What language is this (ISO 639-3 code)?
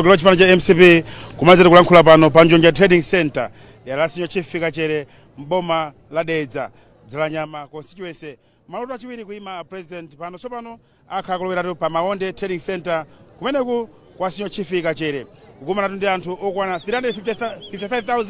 nya